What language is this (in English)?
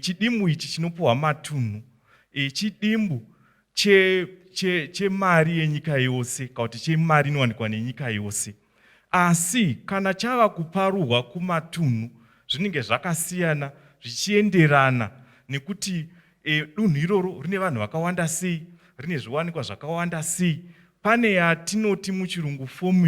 Shona